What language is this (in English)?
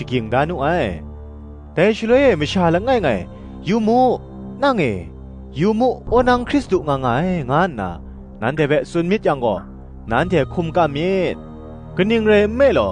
Kachin